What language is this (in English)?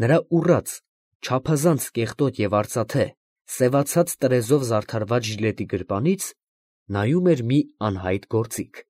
Armenian